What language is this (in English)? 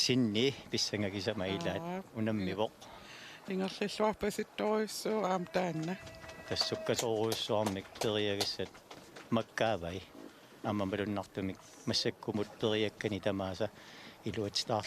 Kalaallisut